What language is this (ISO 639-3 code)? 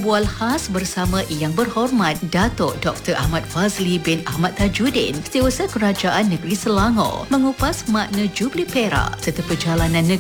msa